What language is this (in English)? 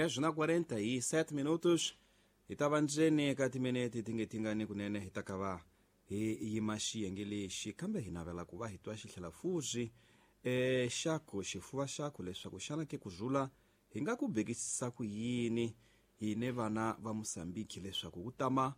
Tsonga